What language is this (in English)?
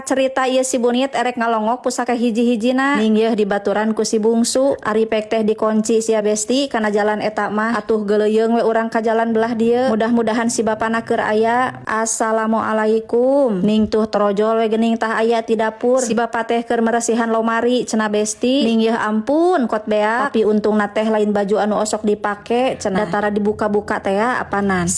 Sundanese